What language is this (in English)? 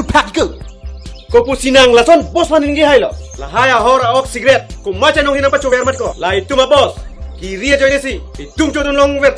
Karbi